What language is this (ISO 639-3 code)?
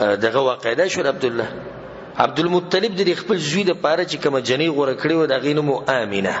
pus